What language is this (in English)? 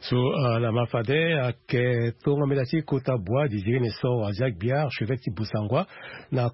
Sango